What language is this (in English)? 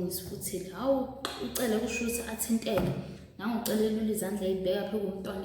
Zulu